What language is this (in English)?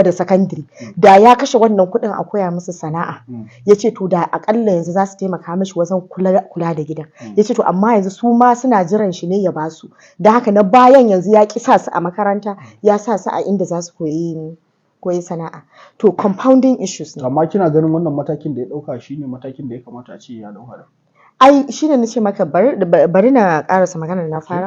Hausa